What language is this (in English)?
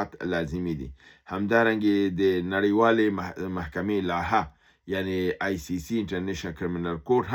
Pashto